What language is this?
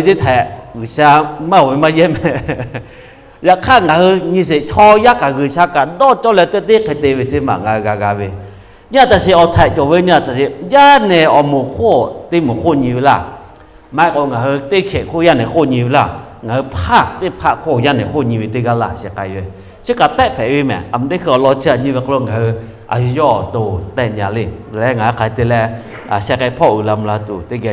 Lahu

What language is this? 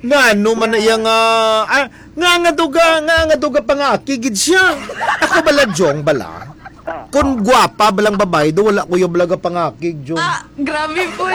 Hiligaynon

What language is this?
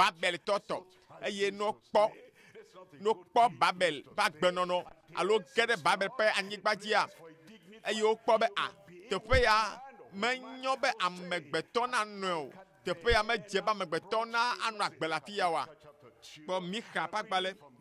Ewe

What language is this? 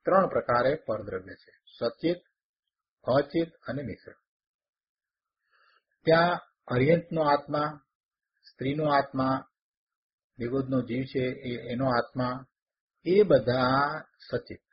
Gujarati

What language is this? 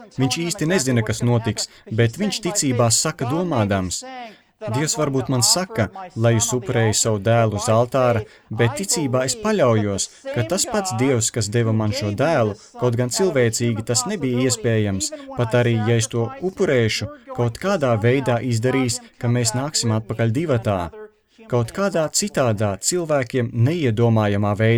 Latvian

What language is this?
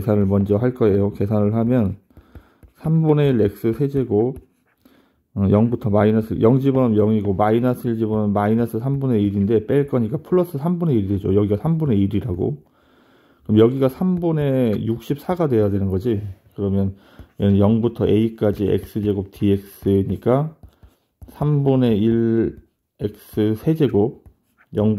Korean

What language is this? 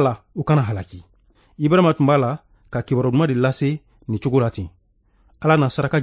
Bambara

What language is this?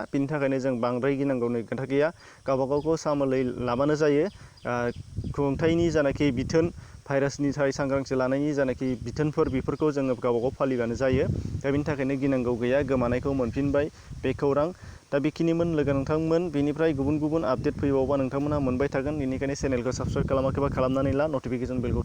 Bodo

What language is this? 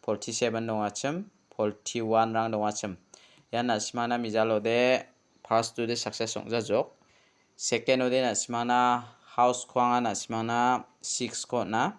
Garo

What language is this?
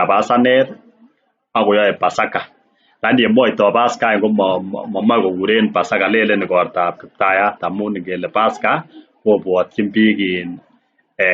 Kalenjin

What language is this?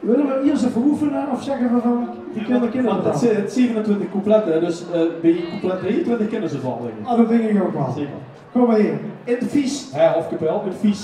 Limburgish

